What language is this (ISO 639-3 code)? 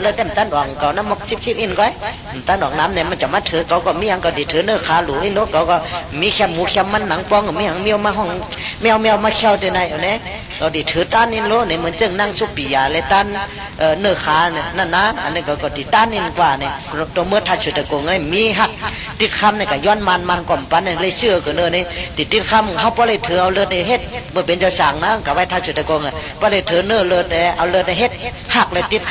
shn